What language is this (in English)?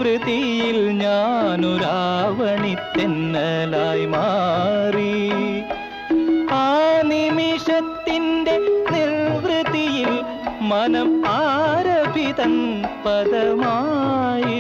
Malayalam